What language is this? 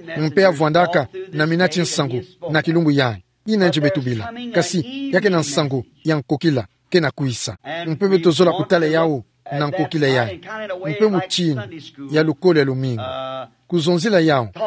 Kituba (Democratic Republic of Congo)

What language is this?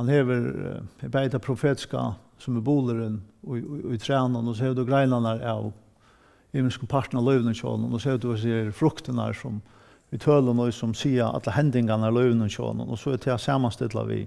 Faroese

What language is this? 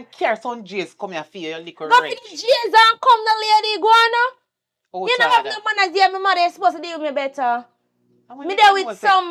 Jamaican Creole English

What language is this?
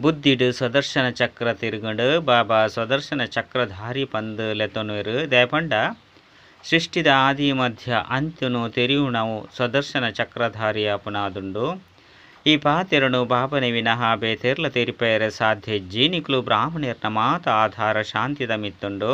Tulu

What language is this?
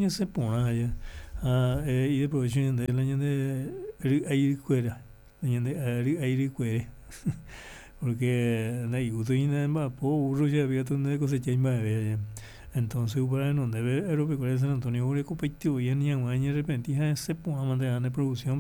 Guarani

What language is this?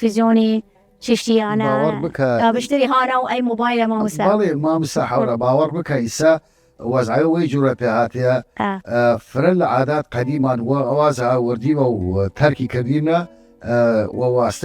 Southern Kurdish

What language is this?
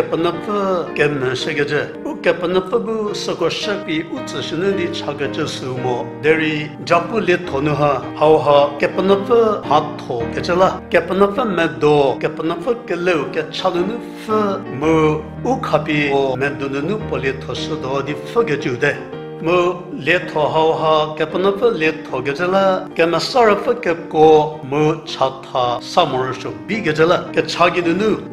Angami Naga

